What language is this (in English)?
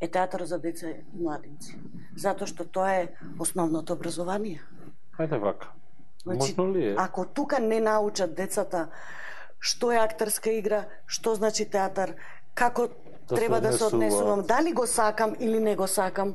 Macedonian